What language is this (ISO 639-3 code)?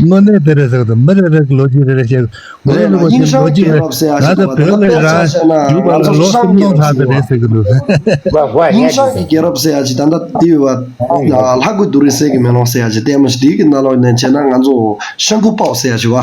bod